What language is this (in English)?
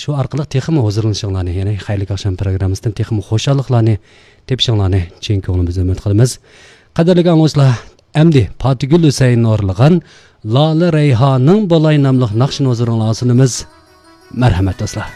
Uyghur